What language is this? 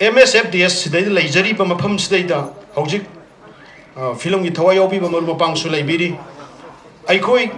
Manipuri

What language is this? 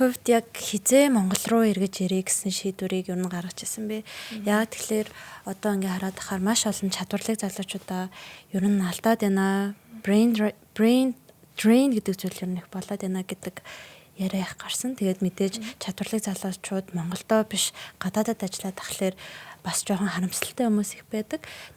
Mongolian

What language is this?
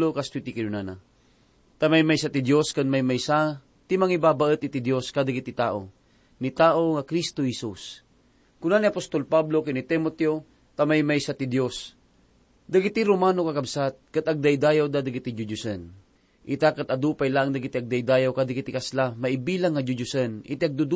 Iloko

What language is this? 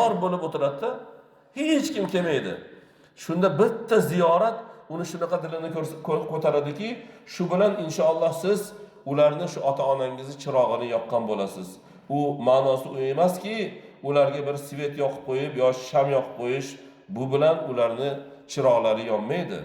Uzbek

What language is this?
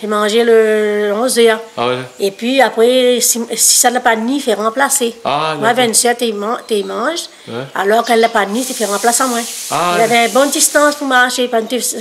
Réunion Creole French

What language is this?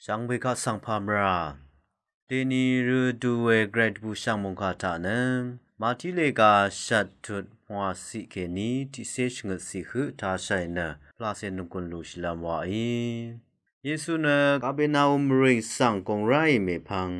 Rawang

